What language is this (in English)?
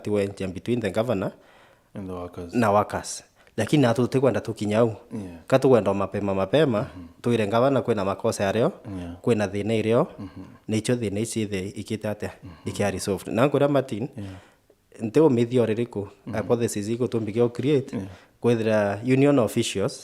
Meru